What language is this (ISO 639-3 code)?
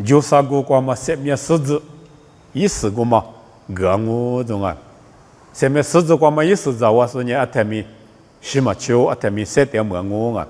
lis